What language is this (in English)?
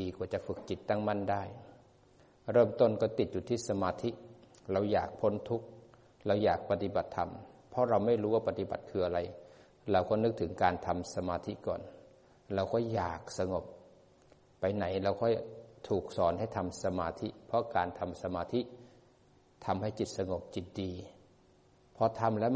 Thai